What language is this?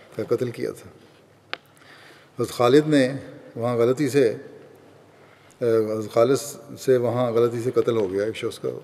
Urdu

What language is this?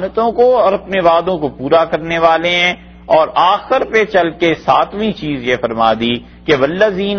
Urdu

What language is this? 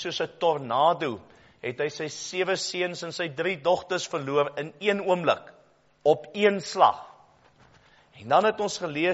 Afrikaans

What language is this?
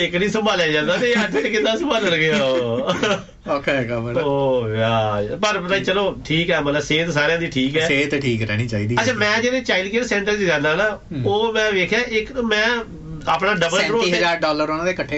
Punjabi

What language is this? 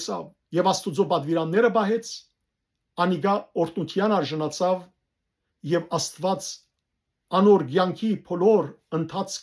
Western Armenian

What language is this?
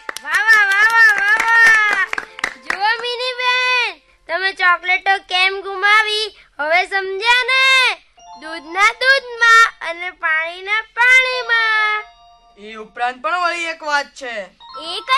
Gujarati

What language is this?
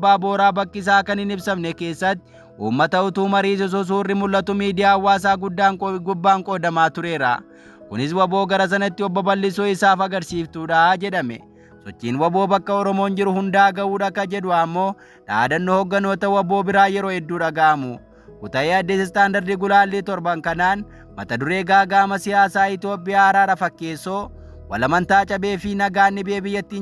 Oromo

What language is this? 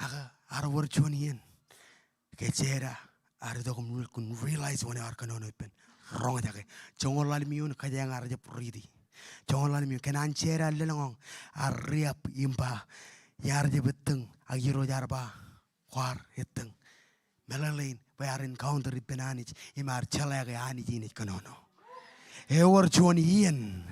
Marshallese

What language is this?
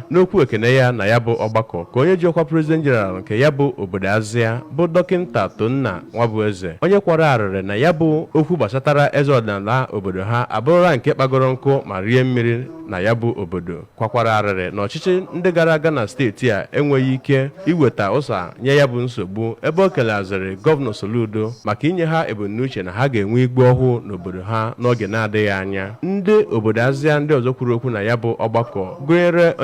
Igbo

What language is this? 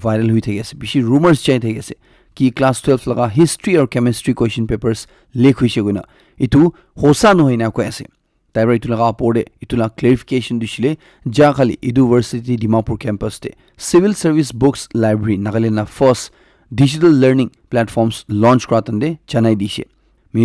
Naga Pidgin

